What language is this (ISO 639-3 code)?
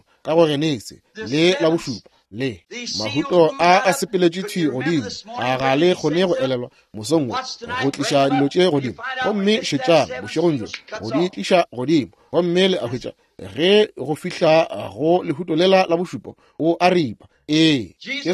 nso